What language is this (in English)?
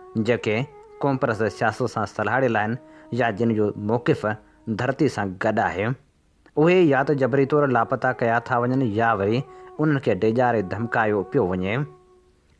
Sindhi